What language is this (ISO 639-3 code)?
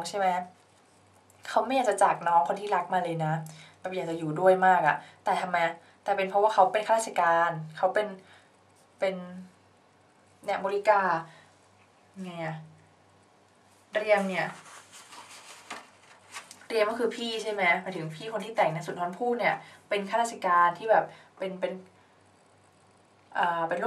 tha